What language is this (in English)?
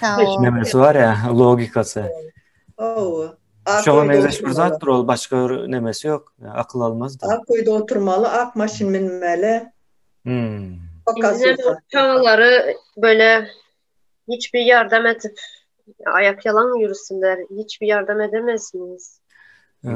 Turkmen